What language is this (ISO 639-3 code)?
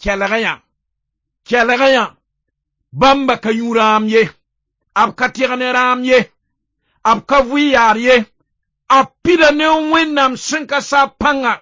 mos